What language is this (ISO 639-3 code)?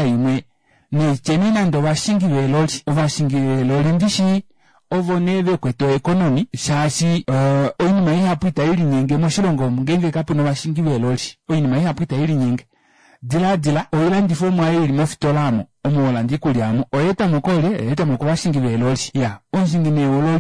kua